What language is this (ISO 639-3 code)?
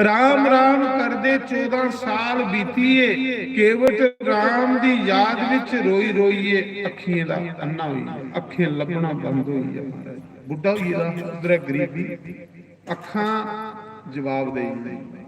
doi